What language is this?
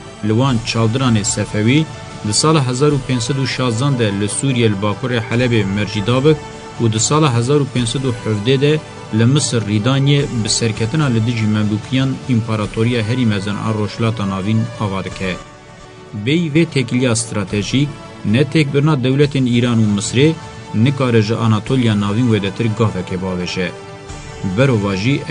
Kurdish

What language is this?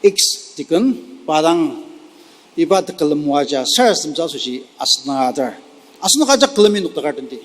Ao Naga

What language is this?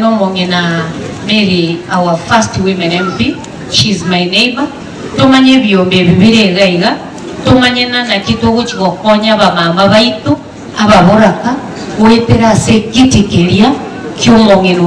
Gusii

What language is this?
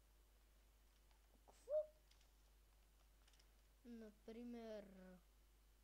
Bulgarian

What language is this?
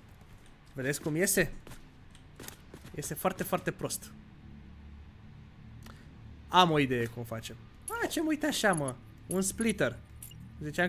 Romanian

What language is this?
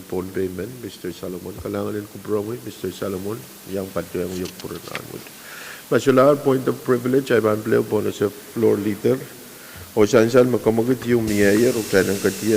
Pohnpeian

